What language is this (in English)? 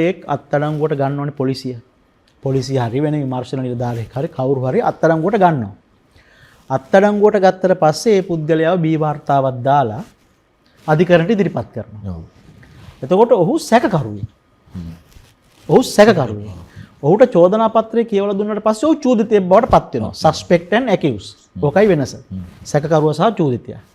Sinhala